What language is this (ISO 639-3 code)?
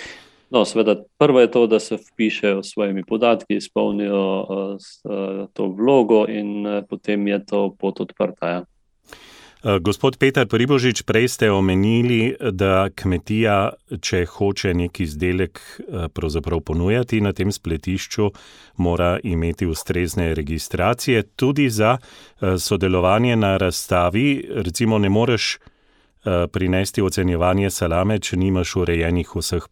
slv